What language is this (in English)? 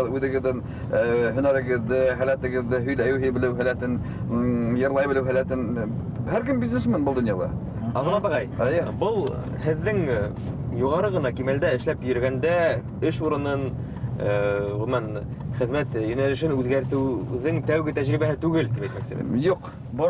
Bashkir